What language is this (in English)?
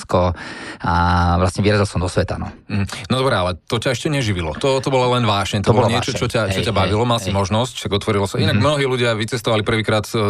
Slovak